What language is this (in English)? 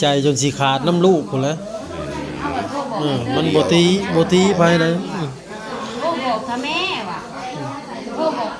Northeastern Thai